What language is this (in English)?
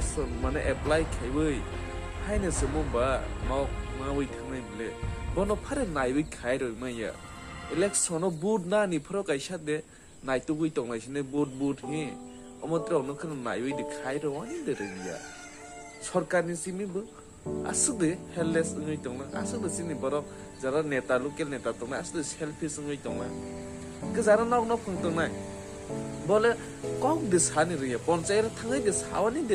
Kok Borok